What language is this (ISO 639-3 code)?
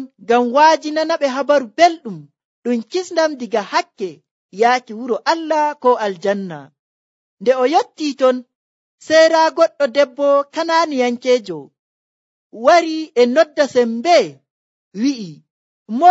fuv